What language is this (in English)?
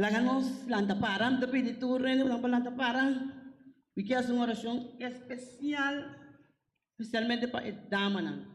Papiamento